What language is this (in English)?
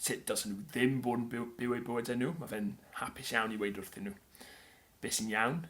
Welsh